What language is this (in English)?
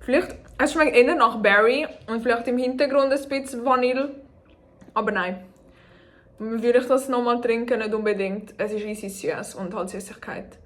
Swiss German